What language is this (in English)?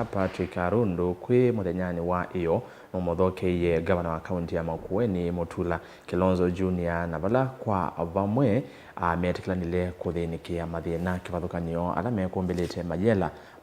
Kamba